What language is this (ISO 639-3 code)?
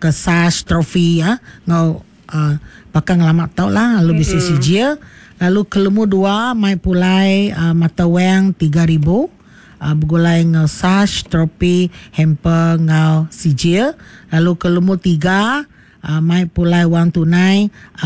iba